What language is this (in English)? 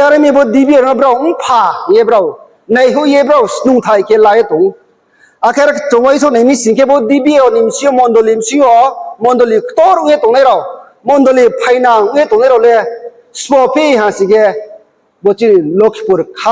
Riang (India)